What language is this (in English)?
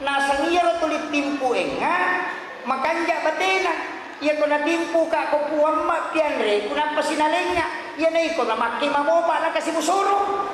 Buginese